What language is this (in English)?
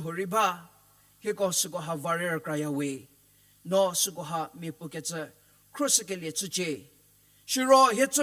Angami Naga